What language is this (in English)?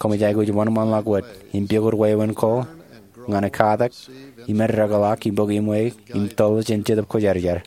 Marshallese